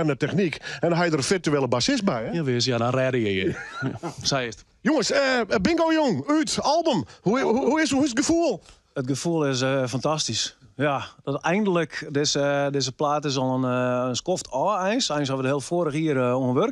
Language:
Western Frisian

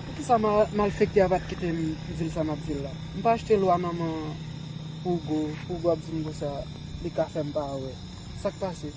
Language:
Haitian Creole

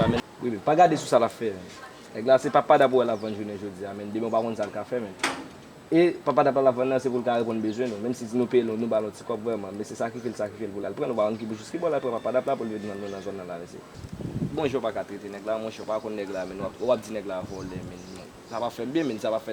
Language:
Haitian Creole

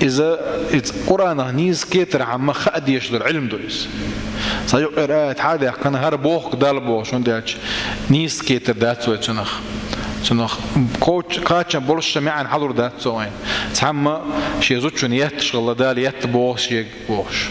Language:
Chechen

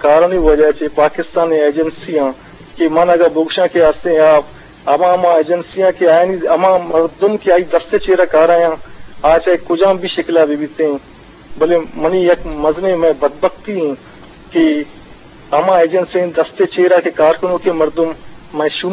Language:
Eastern Balochi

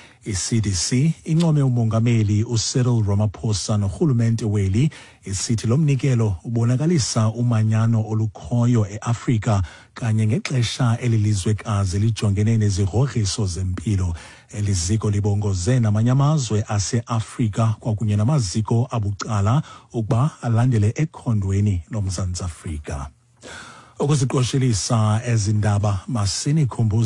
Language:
Xhosa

